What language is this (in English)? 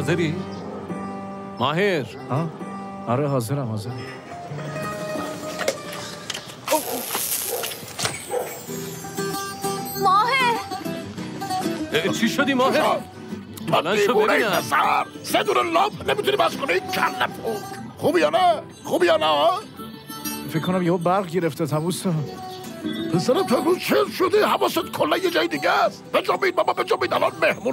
Persian